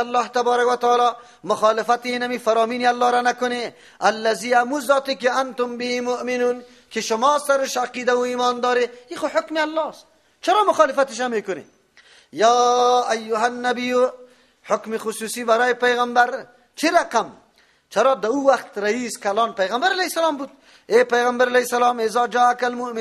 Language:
Persian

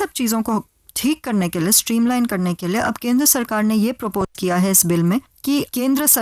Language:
Hindi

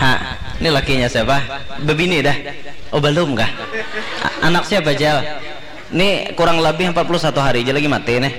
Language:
Banjar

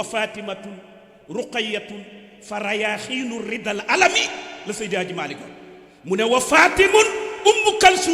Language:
Wolof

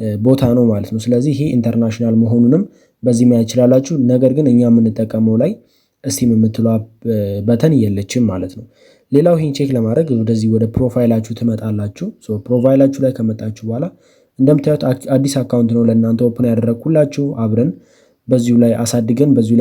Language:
Amharic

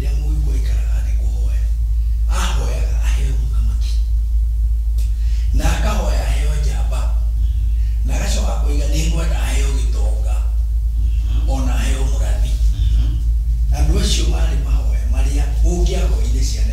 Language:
Kikuyu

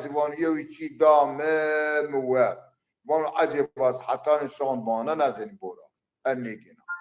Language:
Zaza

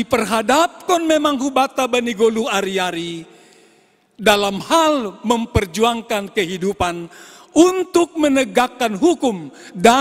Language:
Batak Simalungun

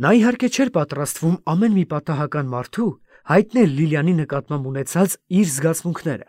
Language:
Armenian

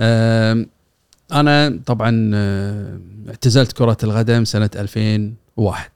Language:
Gulf Arabic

